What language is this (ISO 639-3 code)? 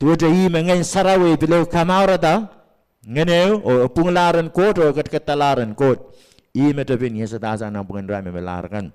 pon